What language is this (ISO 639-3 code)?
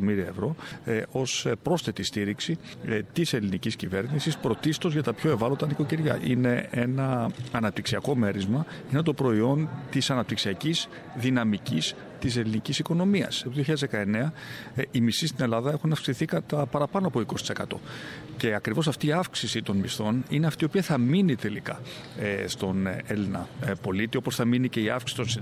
ell